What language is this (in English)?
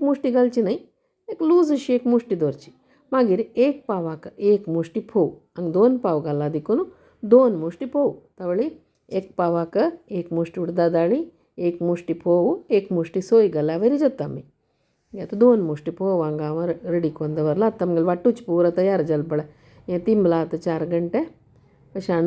Konkani